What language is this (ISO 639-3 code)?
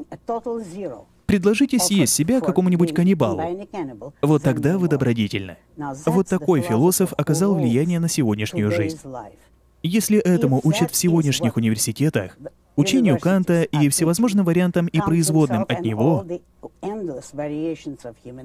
rus